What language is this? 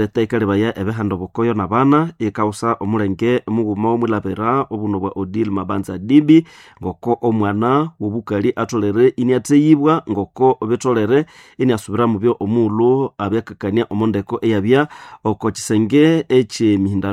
Nande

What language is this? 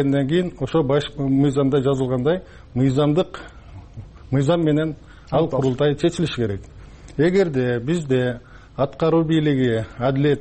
Kyrgyz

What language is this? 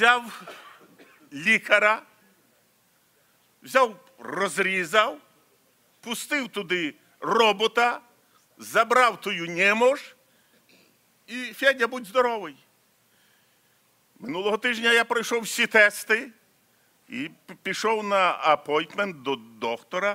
Ukrainian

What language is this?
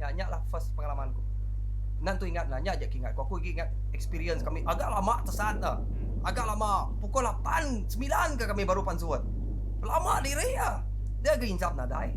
Iban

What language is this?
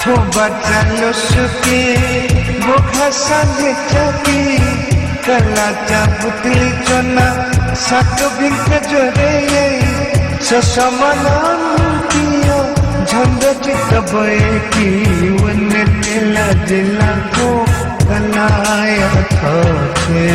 Newari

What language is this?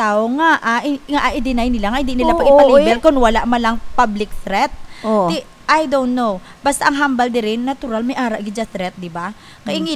Hiligaynon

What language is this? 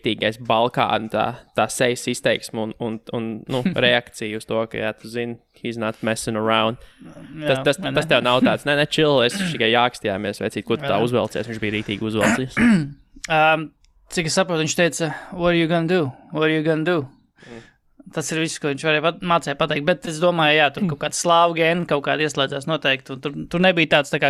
Latvian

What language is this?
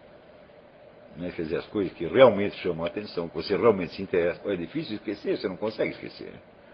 Portuguese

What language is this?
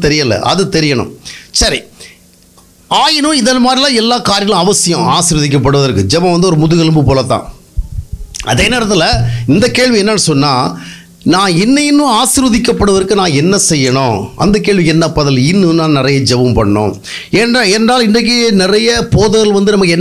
Tamil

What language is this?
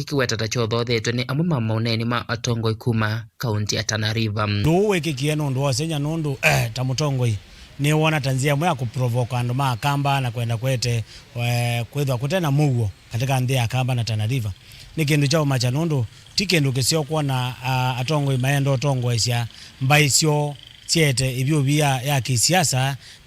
Kamba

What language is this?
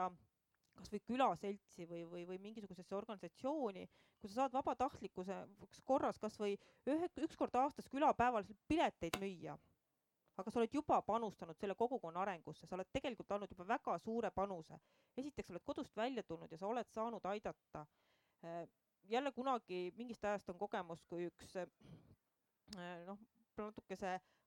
Estonian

